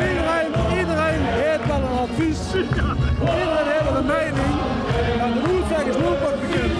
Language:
Limburgish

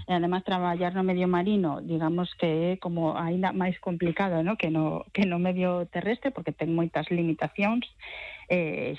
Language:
Galician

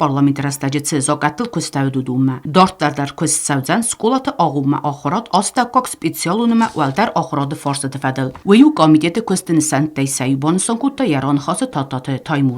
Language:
Ossetic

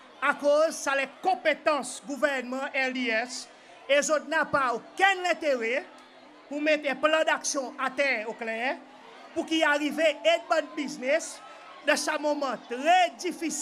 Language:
Seselwa Creole French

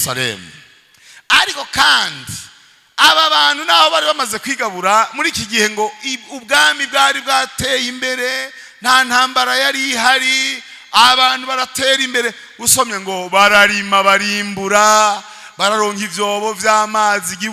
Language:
Rundi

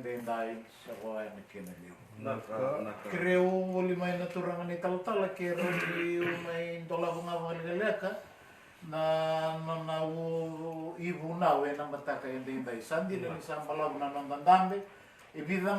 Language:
Fijian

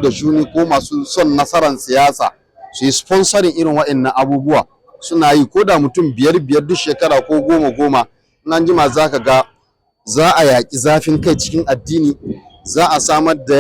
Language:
Hausa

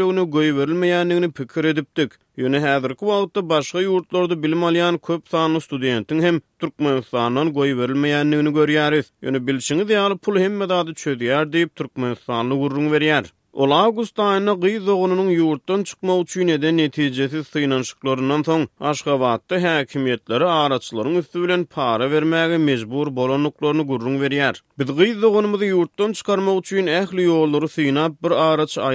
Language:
Turkmen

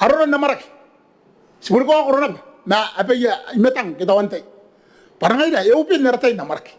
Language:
Gilbertese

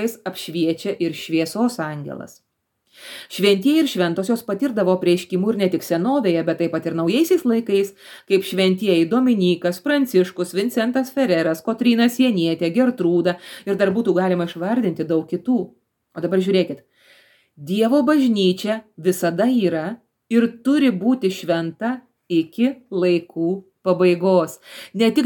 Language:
Lithuanian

